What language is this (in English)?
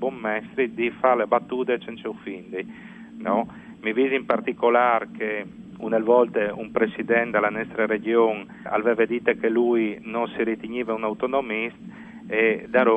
Friulian